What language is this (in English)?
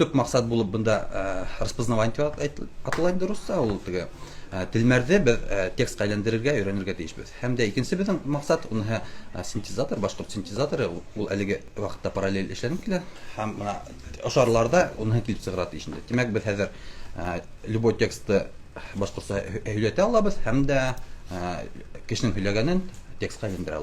Bashkir